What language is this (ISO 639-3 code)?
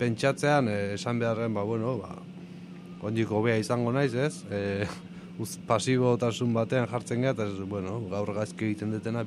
eus